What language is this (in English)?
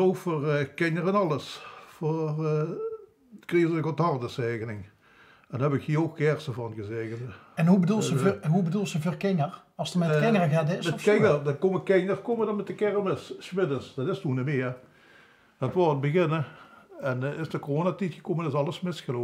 Limburgish